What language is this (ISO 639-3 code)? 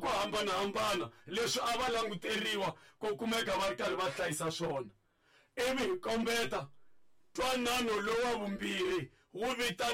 tso